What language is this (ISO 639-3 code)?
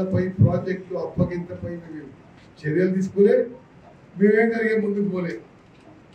tel